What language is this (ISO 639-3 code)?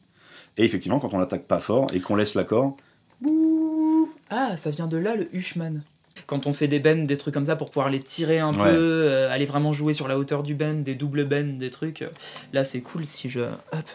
fra